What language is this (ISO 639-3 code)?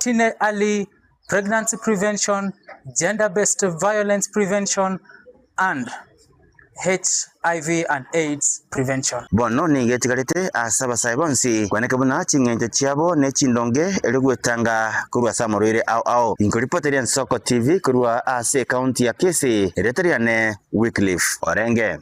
guz